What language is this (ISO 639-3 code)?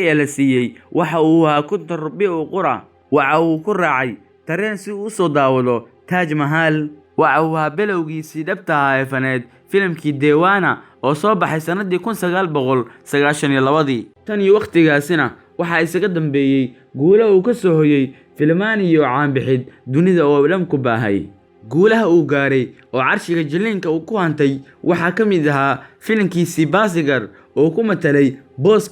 som